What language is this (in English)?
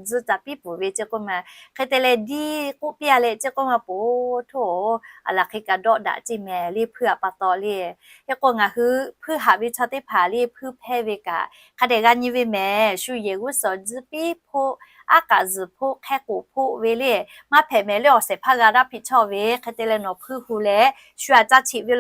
Lahu